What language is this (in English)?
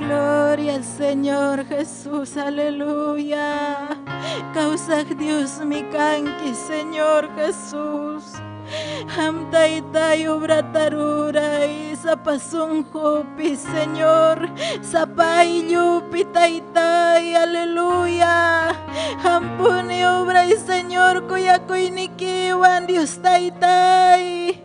Ayacucho Quechua